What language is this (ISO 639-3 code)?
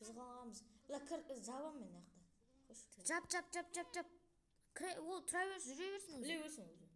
kaz